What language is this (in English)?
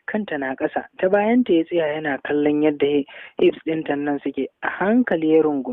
Hausa